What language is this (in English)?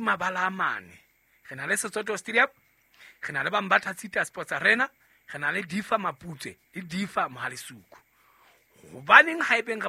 Southern Sotho